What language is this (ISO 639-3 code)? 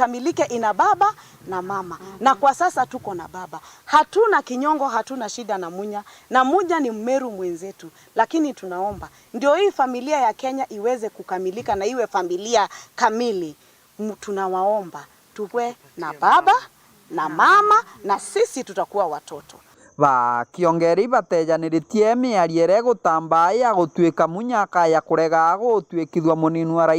mer